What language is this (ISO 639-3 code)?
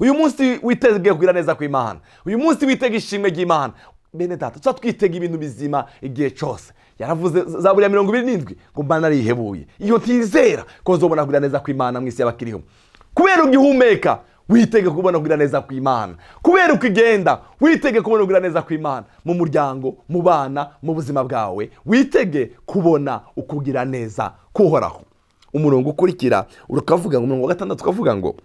run